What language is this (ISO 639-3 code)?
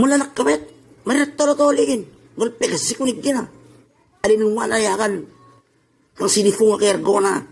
itv